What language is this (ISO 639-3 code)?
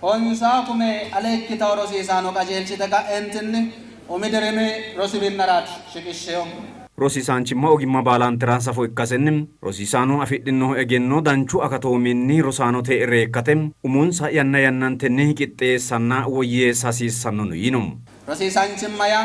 sid